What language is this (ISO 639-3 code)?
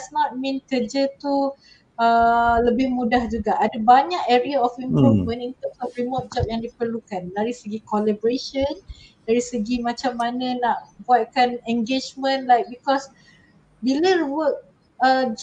msa